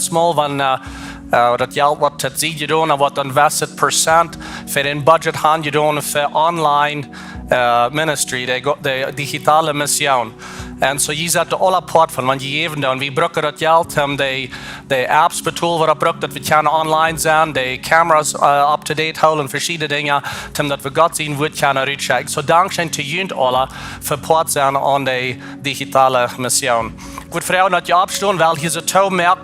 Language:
Plautdietsch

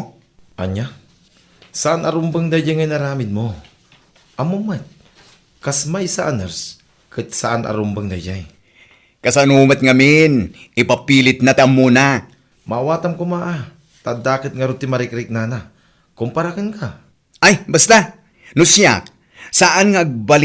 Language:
Iloko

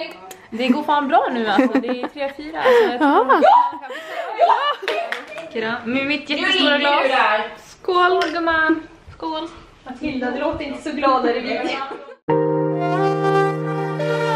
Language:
Swedish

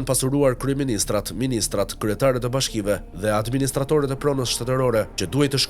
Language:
Albanian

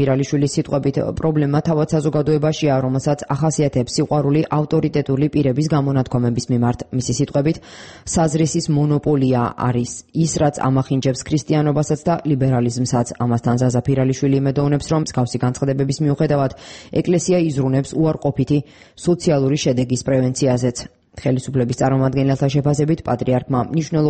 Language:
Georgian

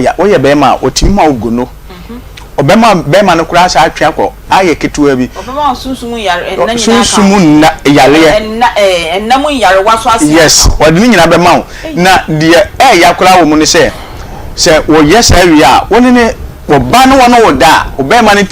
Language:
Akan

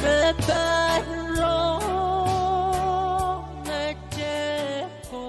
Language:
Pohnpeian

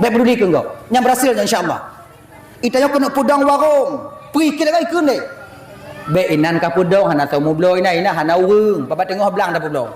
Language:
Achinese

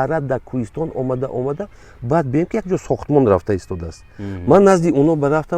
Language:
Tajik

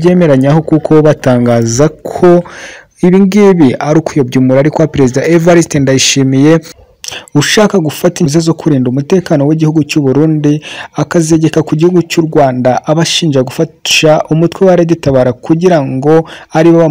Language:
Kinyarwanda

